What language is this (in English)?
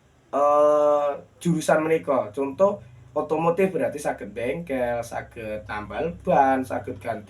Javanese